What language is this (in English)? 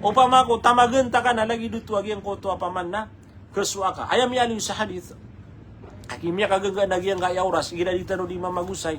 Maranao